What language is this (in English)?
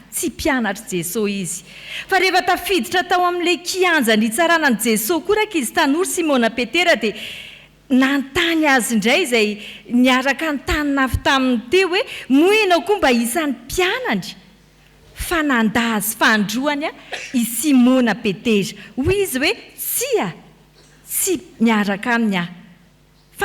Malagasy